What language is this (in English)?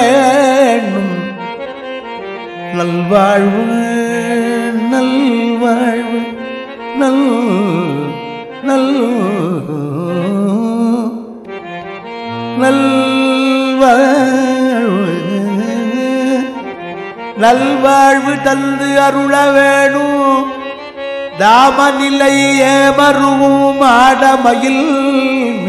Tamil